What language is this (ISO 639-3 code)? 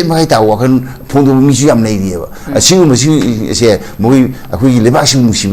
mni